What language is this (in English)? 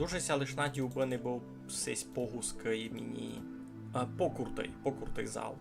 Rusyn